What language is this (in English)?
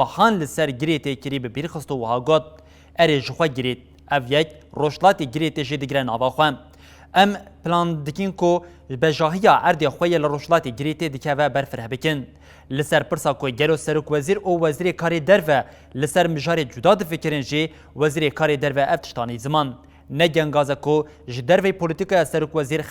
Kurdish